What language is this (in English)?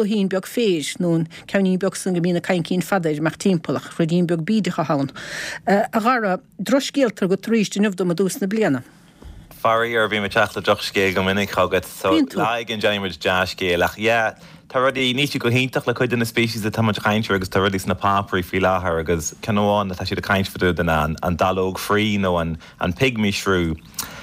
Irish